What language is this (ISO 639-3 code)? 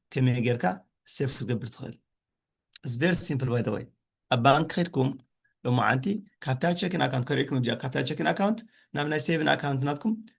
tir